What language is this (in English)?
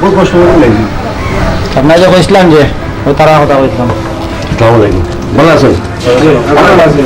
Sylheti